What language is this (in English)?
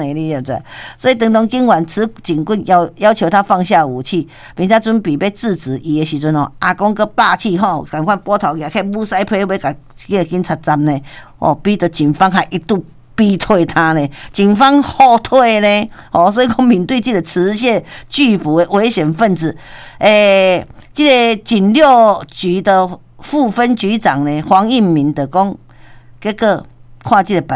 Min Nan Chinese